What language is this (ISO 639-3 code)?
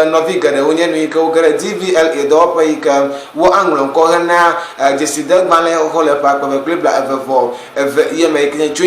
ewe